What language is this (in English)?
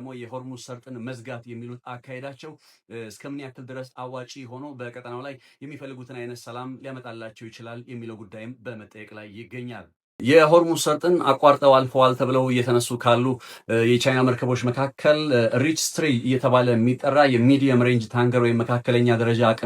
Amharic